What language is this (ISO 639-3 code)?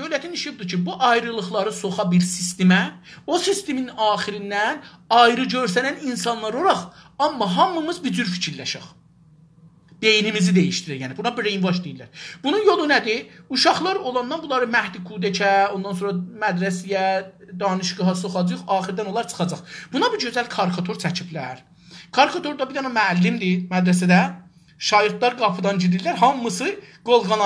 azb